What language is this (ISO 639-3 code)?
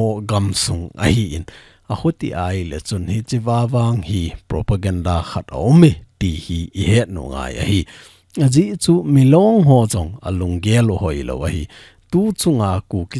tcz